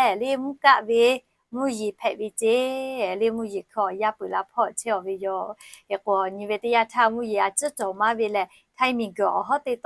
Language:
Lahu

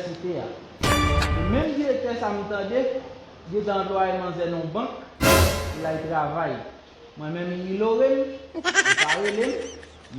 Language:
Haitian Creole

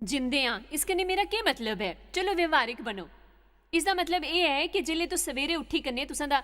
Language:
Dogri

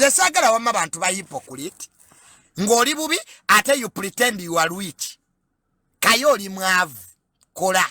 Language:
Ganda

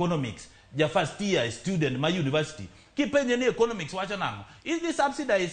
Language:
Luo (Kenya and Tanzania)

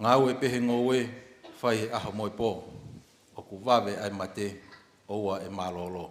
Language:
Tongan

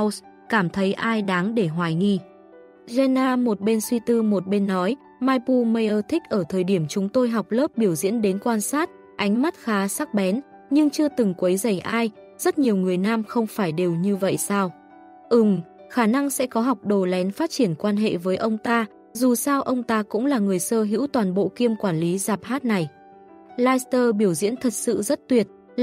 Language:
Vietnamese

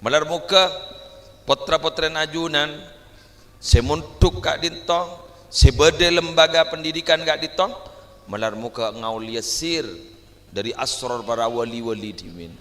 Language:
Madurese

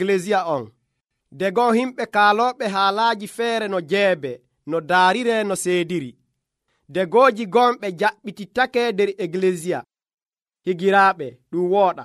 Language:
Nigerian Fulfulde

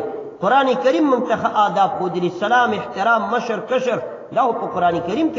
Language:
Pashto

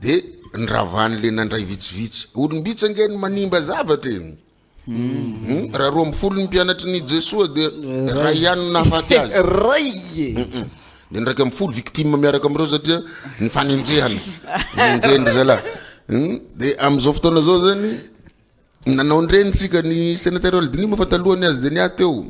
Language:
Malagasy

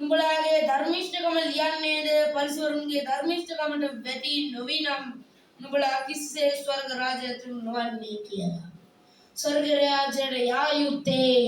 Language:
Sinhala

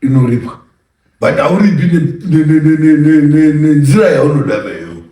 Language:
Shona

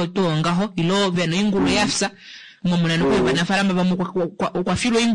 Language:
Kuanyama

